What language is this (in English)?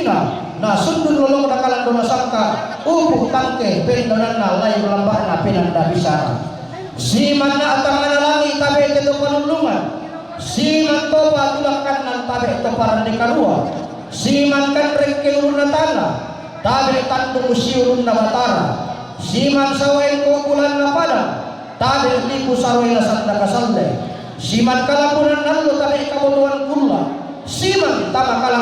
Toraja-Sa'dan